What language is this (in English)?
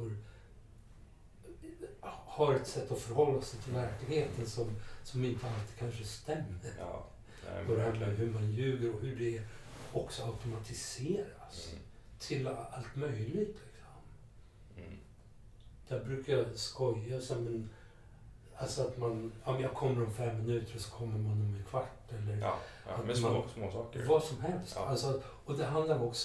Swedish